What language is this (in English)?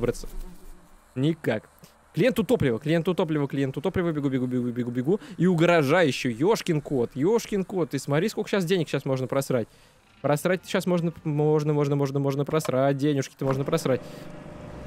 Russian